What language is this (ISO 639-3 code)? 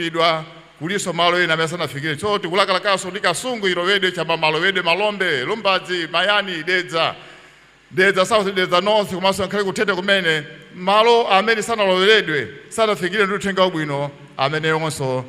nya